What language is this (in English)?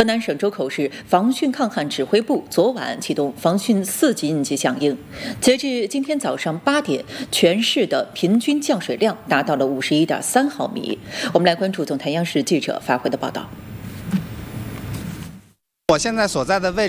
Chinese